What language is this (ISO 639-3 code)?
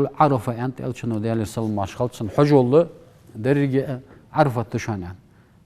inh